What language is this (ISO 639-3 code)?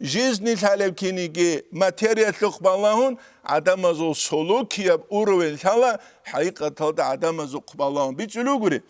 ava